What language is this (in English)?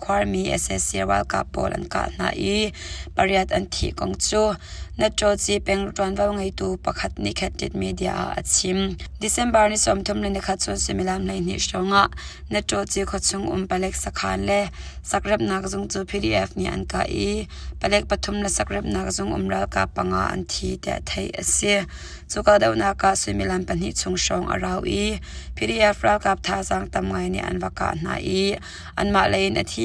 Hakha Chin